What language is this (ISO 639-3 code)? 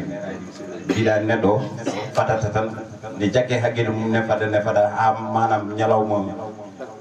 ful